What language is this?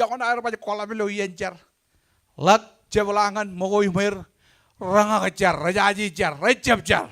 Marshallese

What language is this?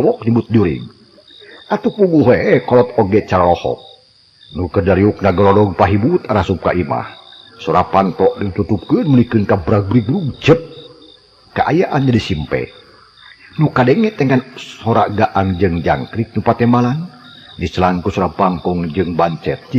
Sundanese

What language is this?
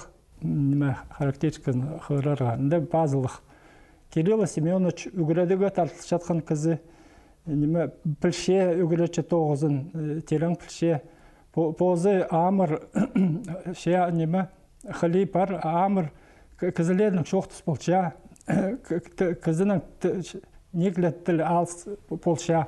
Khakas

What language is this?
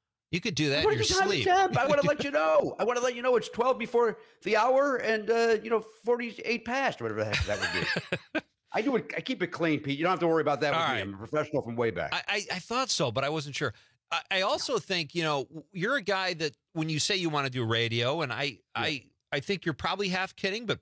English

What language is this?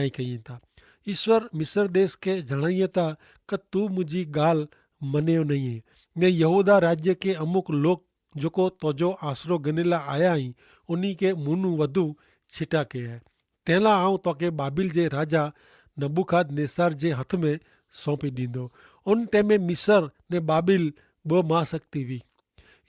Kachhi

